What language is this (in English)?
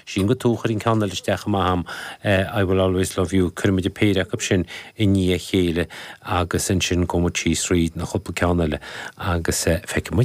Irish